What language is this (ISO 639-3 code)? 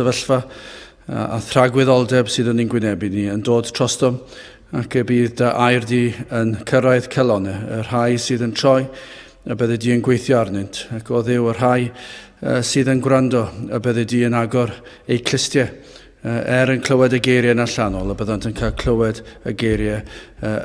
cym